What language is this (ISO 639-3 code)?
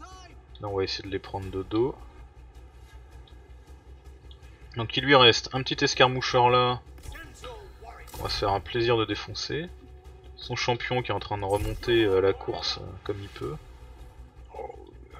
fra